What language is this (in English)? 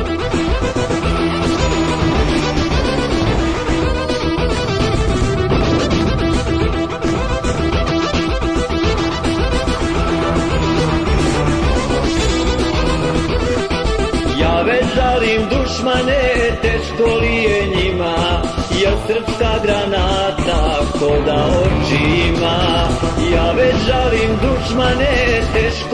Serbian